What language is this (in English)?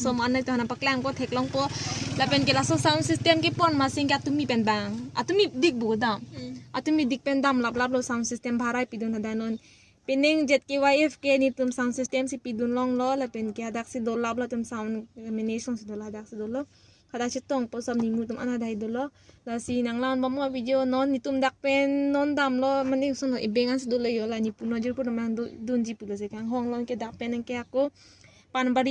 Karbi